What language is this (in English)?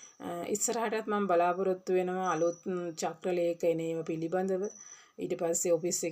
Sinhala